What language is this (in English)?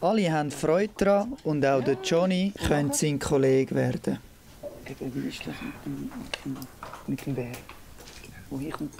Swiss German